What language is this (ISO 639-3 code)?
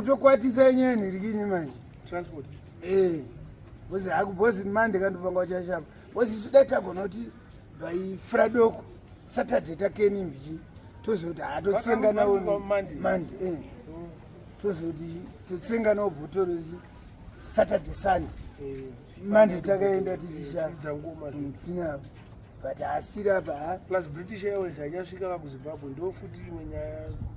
sna